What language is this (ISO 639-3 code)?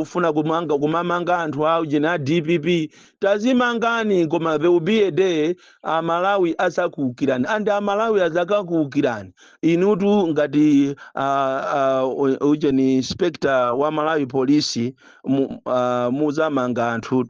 nya